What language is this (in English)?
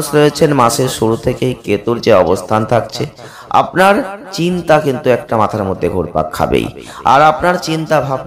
Bangla